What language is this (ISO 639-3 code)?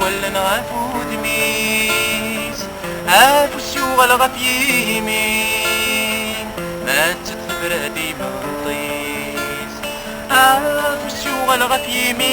kab